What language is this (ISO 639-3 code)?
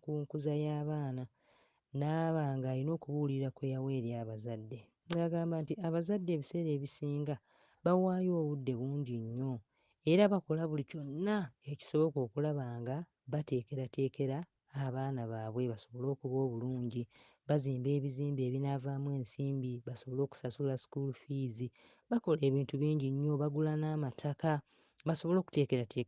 lug